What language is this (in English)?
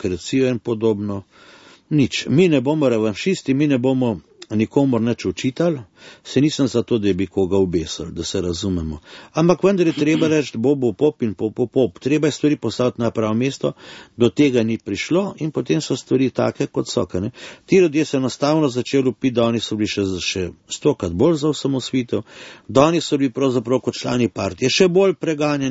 Slovenian